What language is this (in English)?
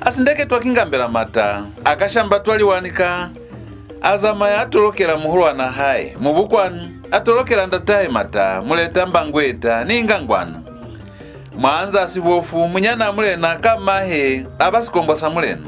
Lozi